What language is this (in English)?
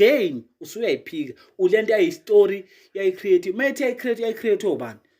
Zulu